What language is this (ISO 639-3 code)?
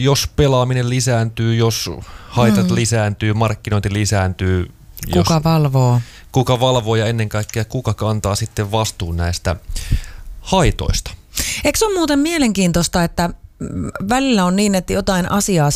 fin